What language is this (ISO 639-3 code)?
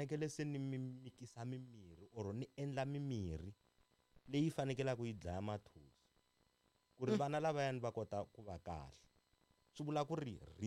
tso